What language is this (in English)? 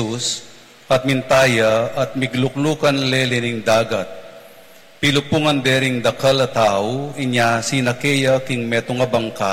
Pampanga